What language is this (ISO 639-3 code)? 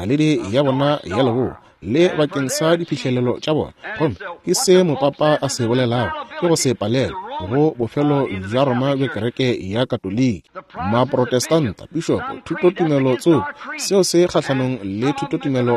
nso